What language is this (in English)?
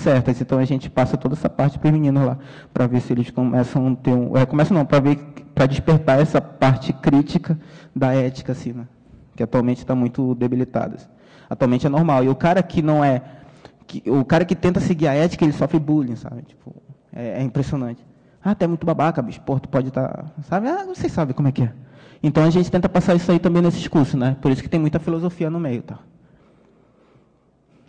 Portuguese